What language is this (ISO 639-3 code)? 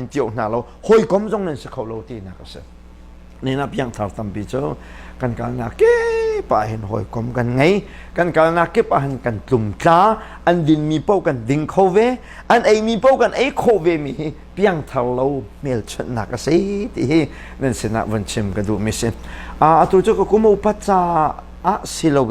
cnh